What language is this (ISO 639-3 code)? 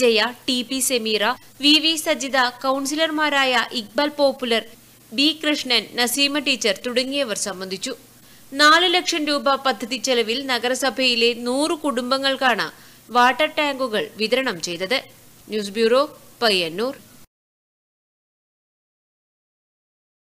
mal